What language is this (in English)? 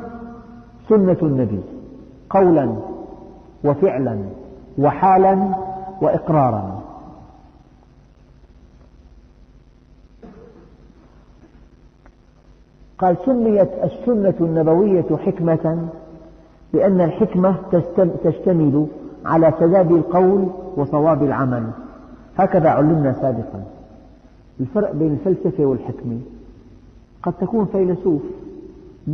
Arabic